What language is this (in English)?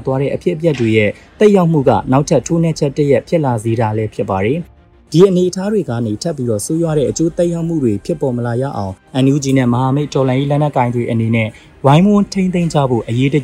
Burmese